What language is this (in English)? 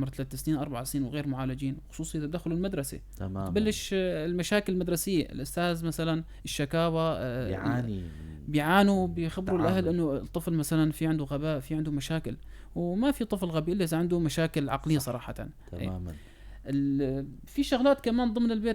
North Levantine Arabic